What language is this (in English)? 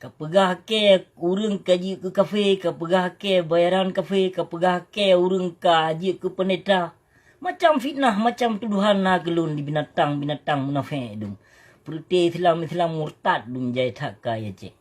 Achinese